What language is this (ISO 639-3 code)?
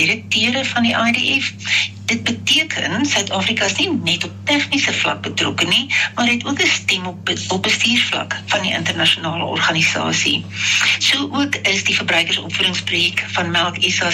afr